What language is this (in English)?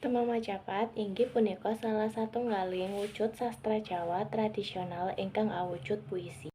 Javanese